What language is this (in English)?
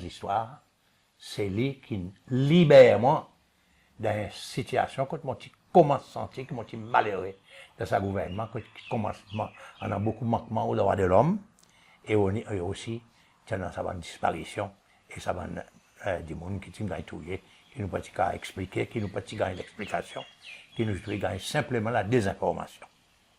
Seselwa Creole French